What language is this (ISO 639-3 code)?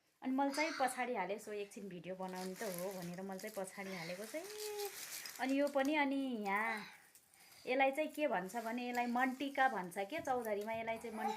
nep